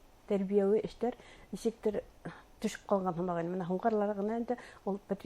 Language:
Bashkir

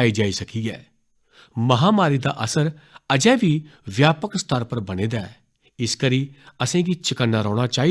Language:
Dogri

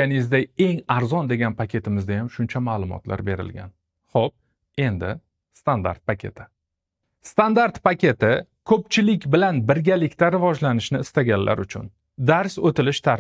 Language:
Uzbek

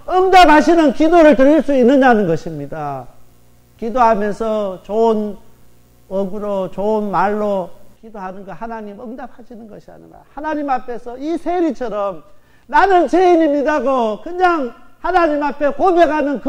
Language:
Korean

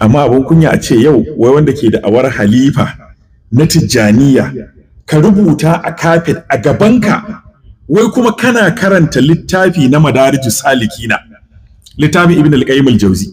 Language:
Hausa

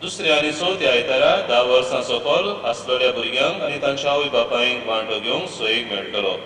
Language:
Konkani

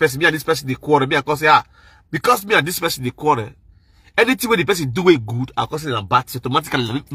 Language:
Nigerian Pidgin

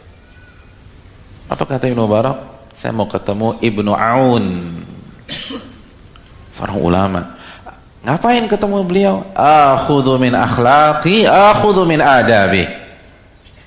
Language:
Indonesian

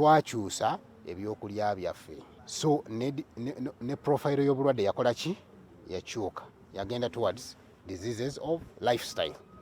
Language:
Ganda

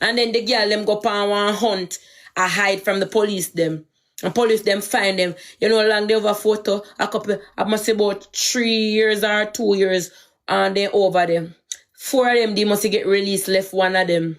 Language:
Jamaican Creole English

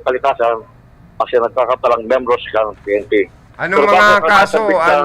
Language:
Bikol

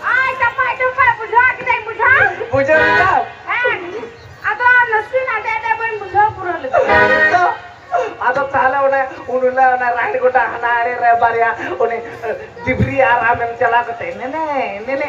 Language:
Santali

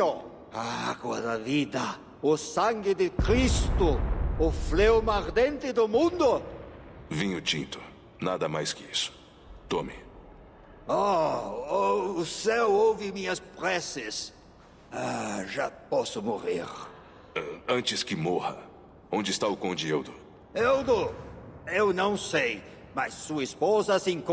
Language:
Portuguese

